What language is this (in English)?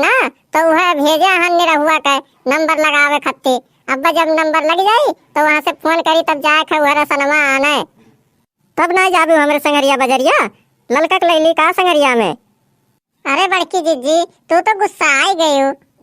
Awadhi